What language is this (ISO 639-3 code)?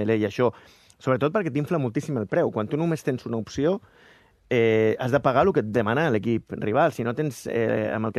cat